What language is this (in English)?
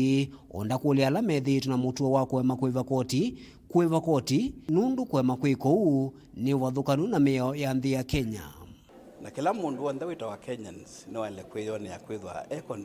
Kamba